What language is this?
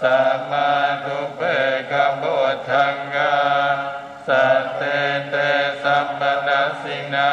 Pali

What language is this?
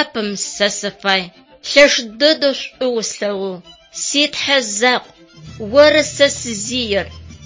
Adyghe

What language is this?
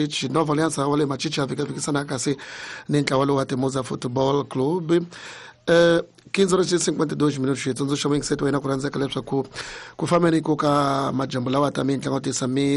Tsonga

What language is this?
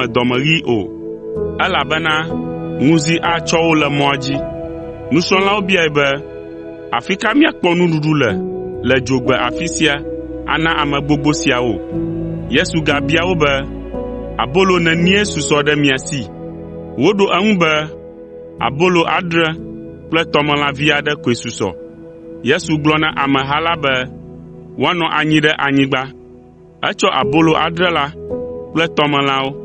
Ewe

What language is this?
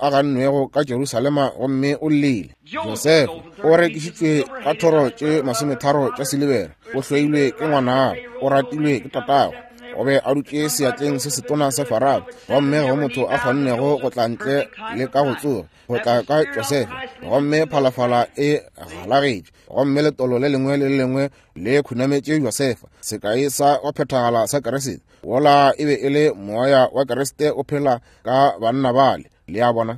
Northern Sotho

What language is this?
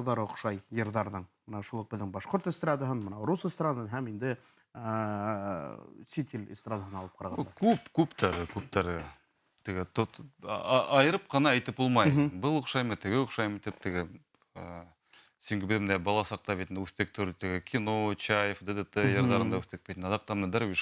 Bashkir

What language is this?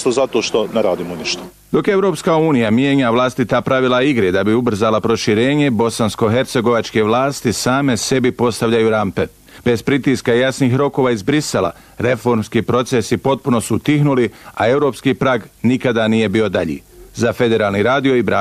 Bosnian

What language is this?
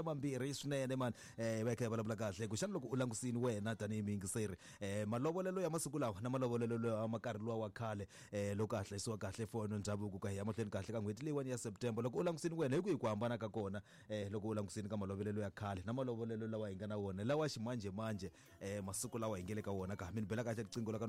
Tsonga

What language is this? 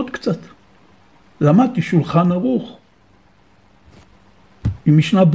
Hebrew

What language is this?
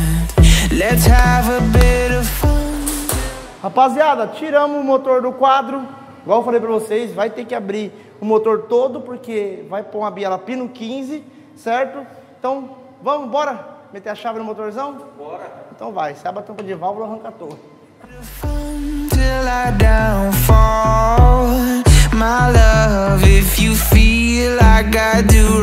Portuguese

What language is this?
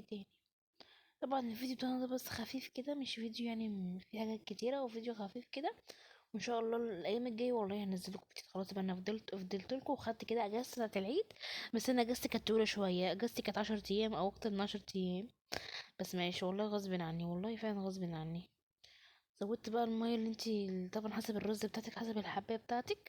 Egyptian Arabic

